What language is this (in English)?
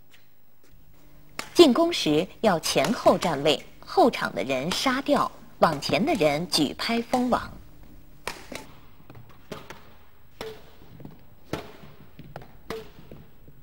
Chinese